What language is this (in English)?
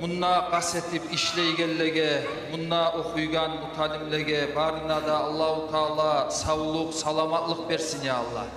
Kumyk